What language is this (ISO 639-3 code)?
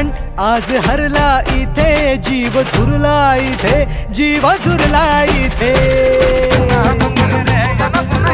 mar